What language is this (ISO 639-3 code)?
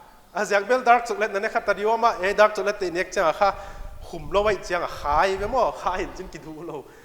pck